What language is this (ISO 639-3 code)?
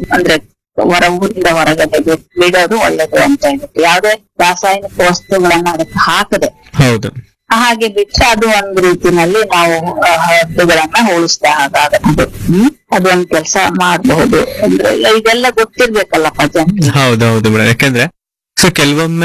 kan